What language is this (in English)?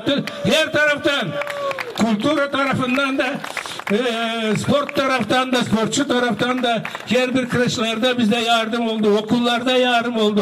Gagauz